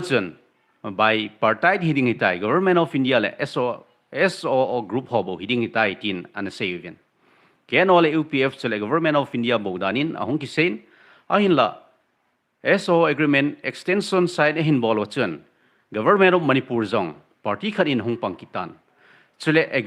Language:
Thado Chin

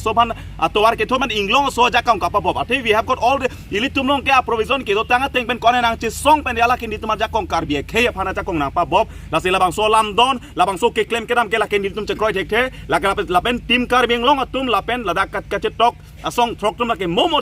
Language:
Karbi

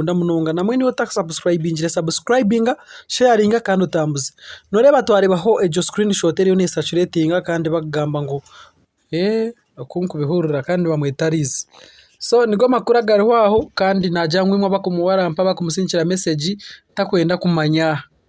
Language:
Nyankole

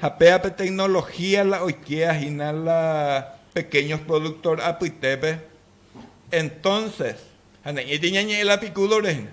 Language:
Guarani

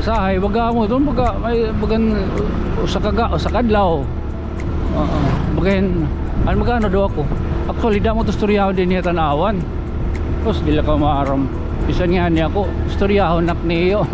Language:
Waray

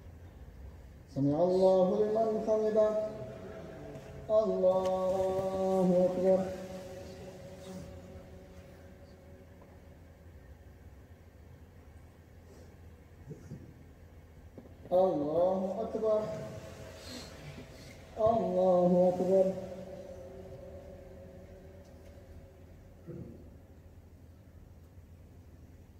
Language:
Arabic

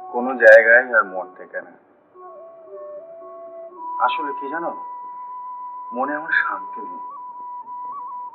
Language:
Bangla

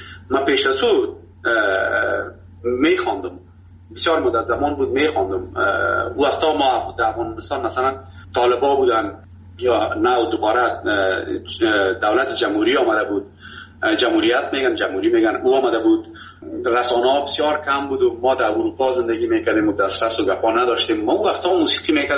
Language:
Persian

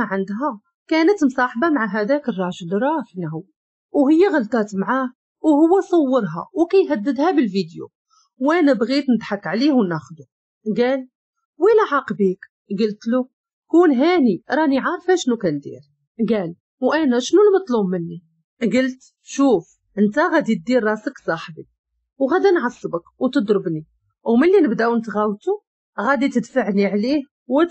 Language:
Moroccan Arabic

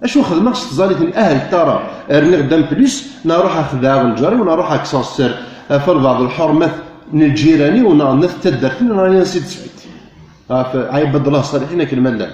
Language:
Kabyle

